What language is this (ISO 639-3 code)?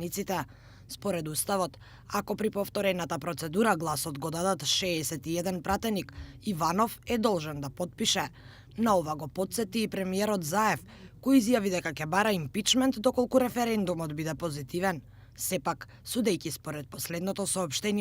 mkd